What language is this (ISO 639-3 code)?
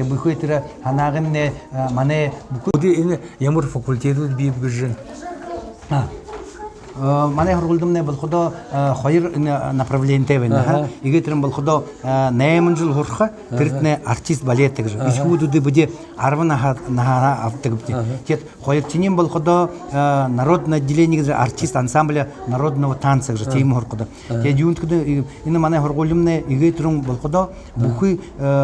bua